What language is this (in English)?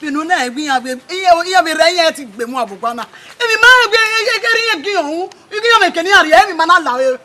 Bini